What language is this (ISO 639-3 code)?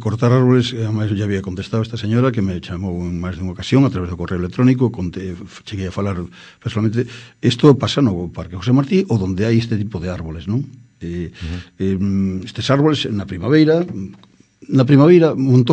glg